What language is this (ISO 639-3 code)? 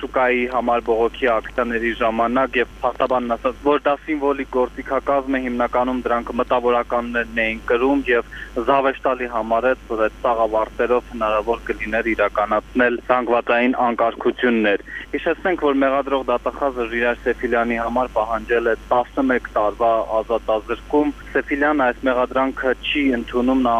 hye